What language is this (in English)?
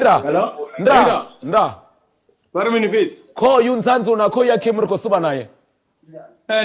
Venda